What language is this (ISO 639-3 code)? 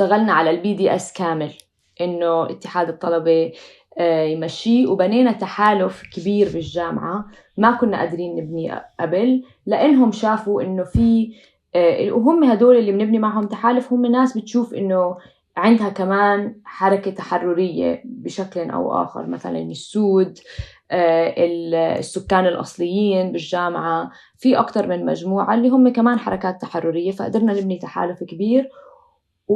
apc